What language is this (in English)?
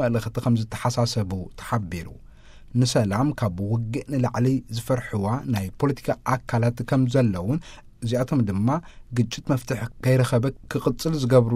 Tigrinya